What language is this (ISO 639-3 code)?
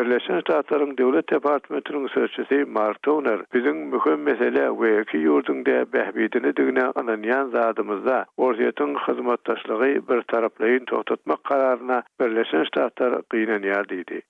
tuk